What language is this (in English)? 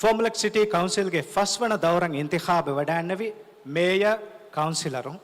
Divehi